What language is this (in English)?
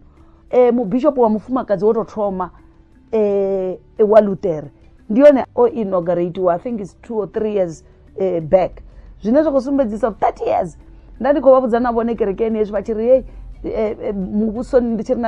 Venda